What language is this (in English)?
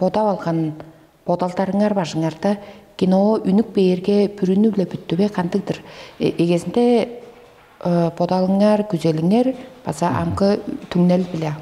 Tuvinian